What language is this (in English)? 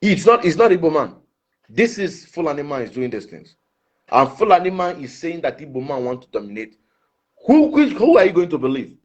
Nigerian Pidgin